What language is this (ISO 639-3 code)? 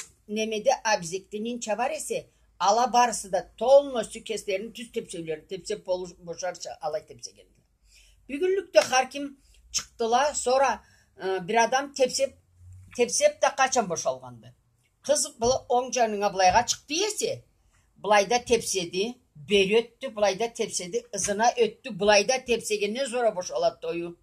krc